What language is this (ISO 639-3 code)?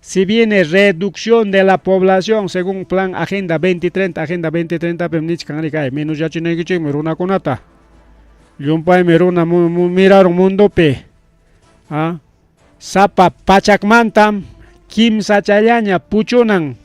quy